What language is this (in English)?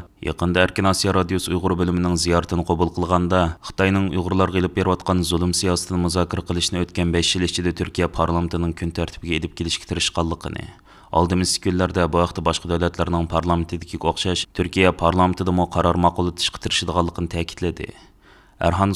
Uyghur